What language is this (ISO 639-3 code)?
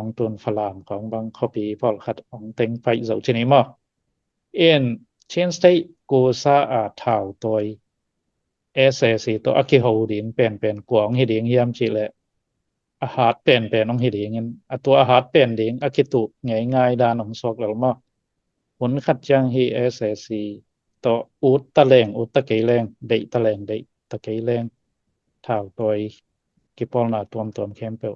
ctd